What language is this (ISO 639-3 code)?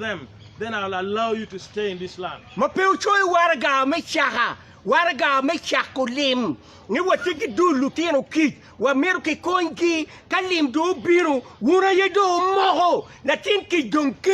ach